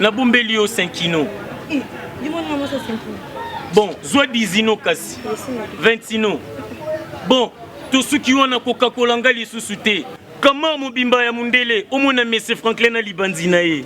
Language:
Lingala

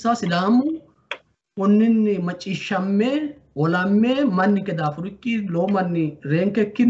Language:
Sidamo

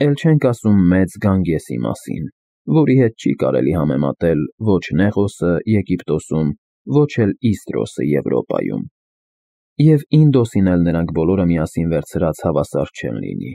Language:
Armenian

